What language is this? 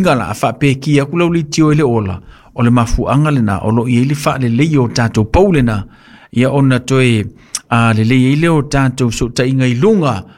Samoan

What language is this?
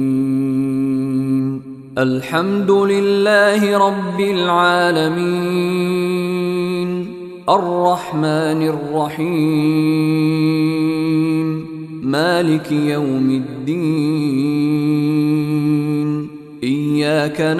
Arabic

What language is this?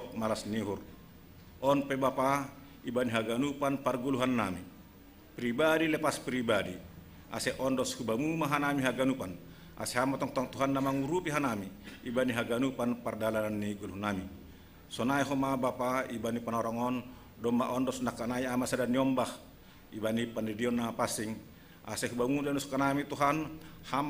Batak Simalungun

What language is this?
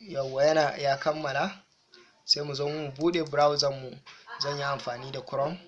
Hausa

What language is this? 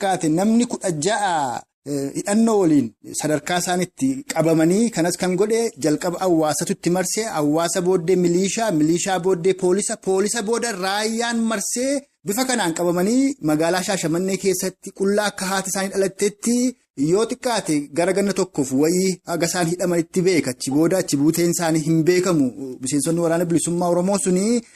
Oromo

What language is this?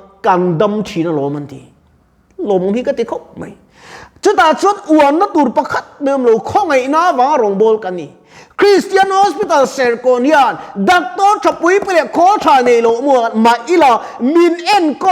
Mizo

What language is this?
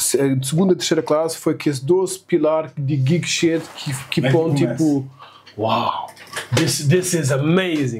Kabuverdianu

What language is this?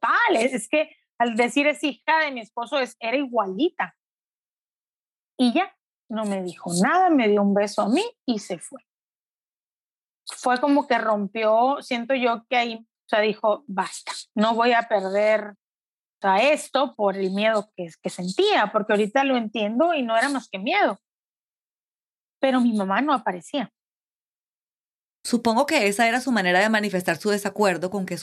Spanish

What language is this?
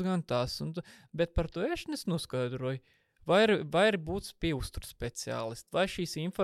Latvian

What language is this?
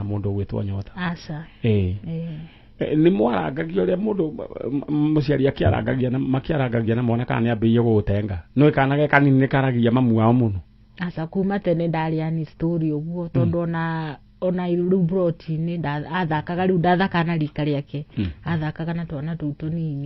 Kikuyu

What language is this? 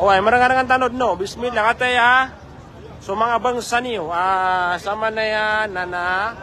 Maranao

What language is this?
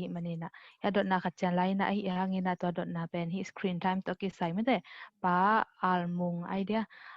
Tedim Chin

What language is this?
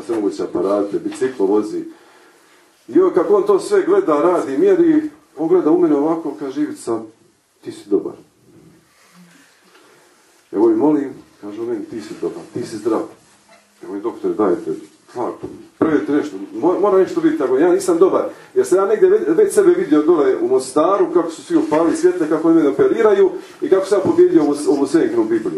Croatian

